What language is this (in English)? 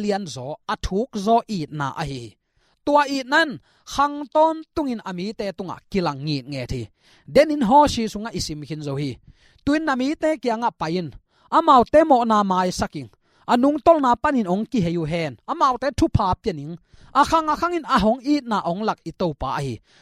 Tedim Chin